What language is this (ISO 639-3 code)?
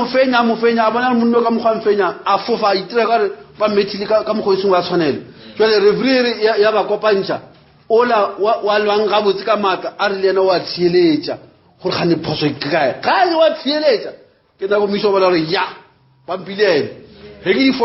nso